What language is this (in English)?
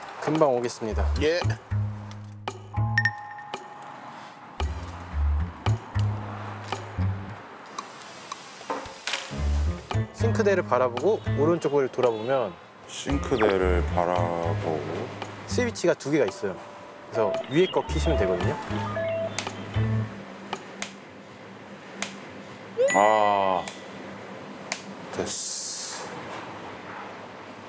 Korean